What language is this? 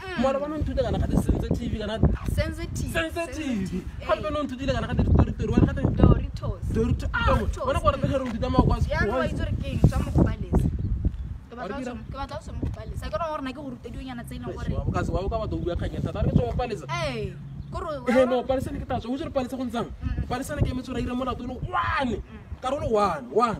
Tswana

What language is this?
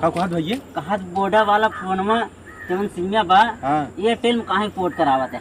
Awadhi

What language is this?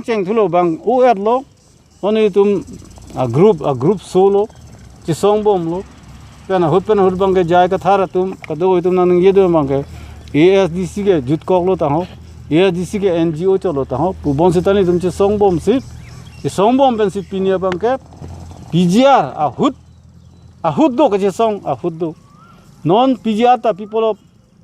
Karbi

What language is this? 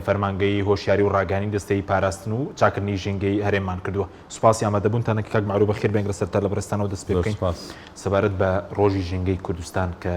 Central Kurdish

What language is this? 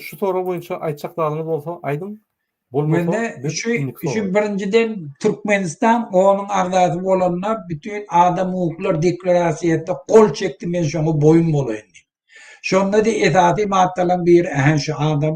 Turkmen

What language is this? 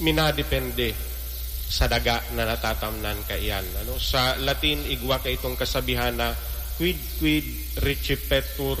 Bikol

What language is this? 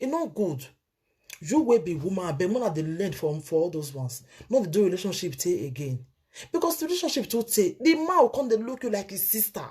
Nigerian Pidgin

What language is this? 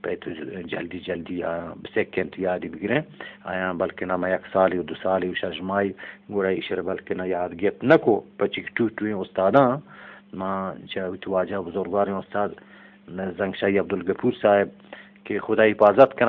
Eastern Balochi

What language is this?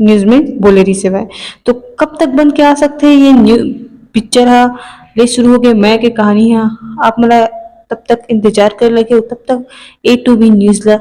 Chhattisgarhi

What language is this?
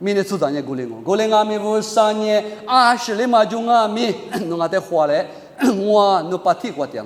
Lisu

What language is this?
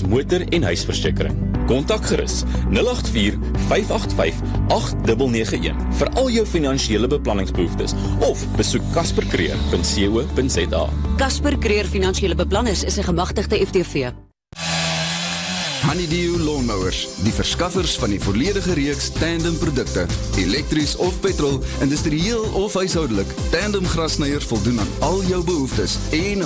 Afrikaans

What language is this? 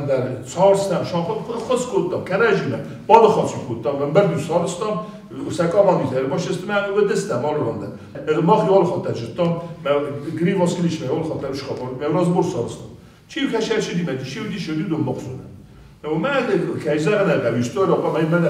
Ossetic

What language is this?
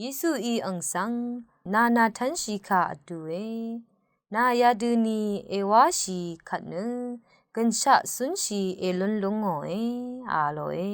Rawang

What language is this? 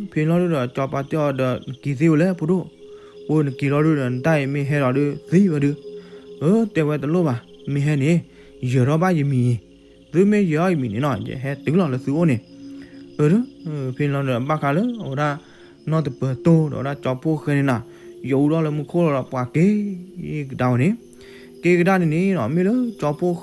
S'gaw Karen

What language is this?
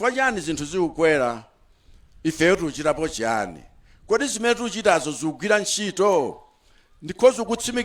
Nyanja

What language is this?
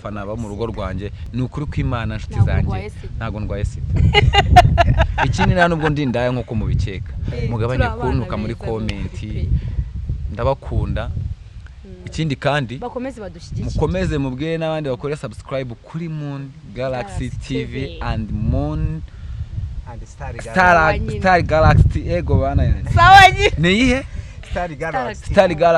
Kinyarwanda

